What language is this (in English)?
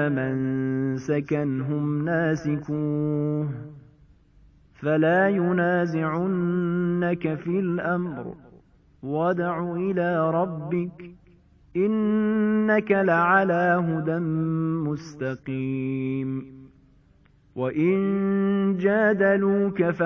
Arabic